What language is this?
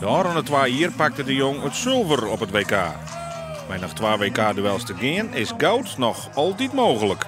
Western Frisian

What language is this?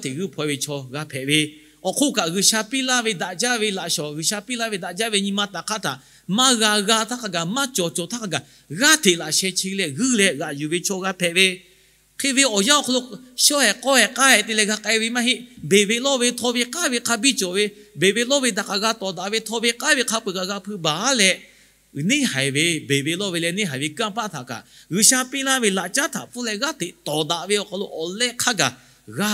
Lahu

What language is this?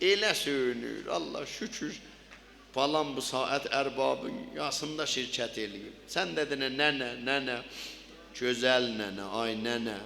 South Azerbaijani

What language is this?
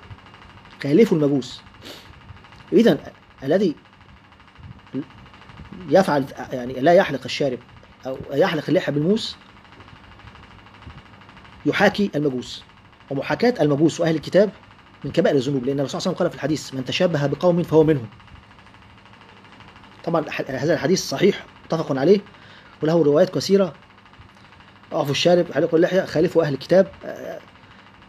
Egyptian Arabic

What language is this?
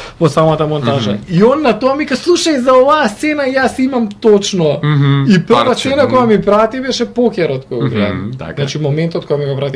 Macedonian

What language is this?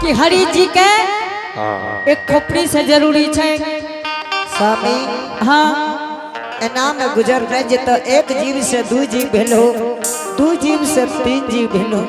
Angika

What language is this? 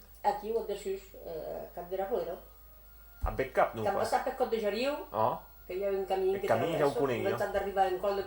Occitan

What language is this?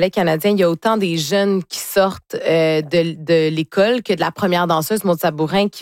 French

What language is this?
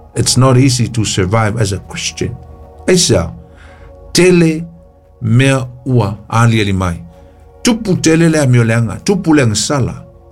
Samoan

